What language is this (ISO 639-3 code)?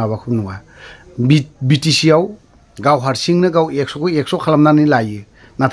brx